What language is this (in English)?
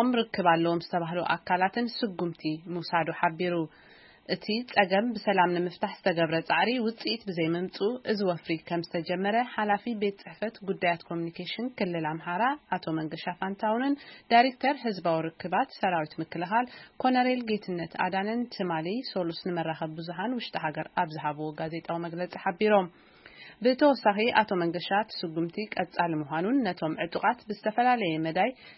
Tigrinya